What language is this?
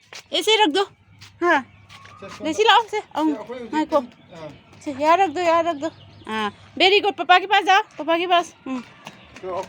Manipuri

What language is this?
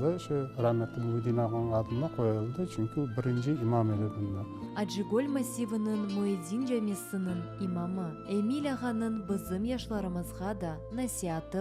Crimean Tatar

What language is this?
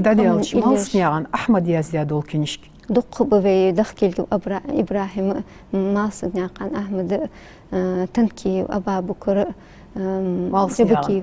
Ingush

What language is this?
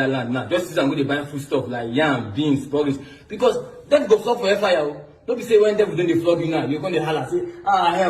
Nigerian Pidgin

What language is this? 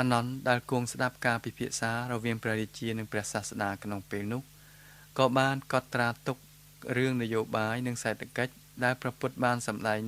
Khmer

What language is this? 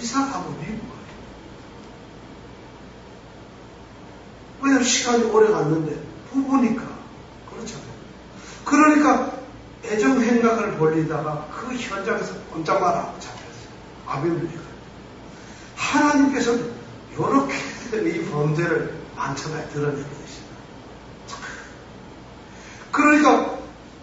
Korean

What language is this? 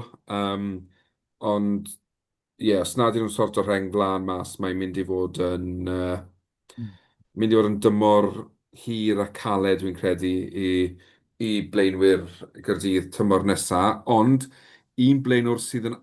Welsh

